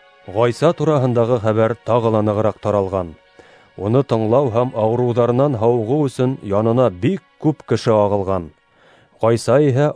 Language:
Bashkir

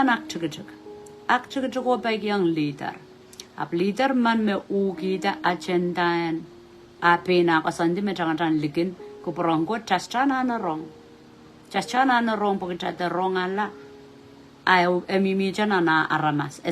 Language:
Pohnpeian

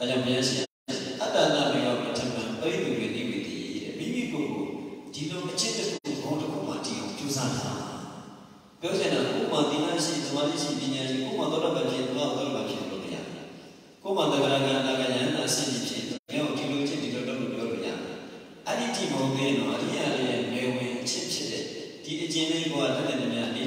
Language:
Burmese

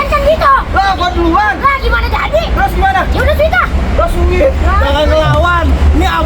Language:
Betawi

